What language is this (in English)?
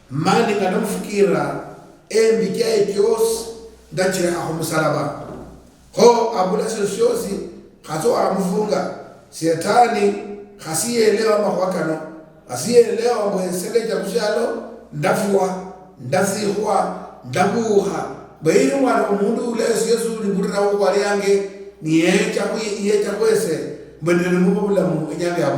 Luyia